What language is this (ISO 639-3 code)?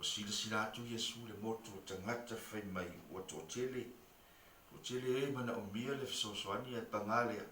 smo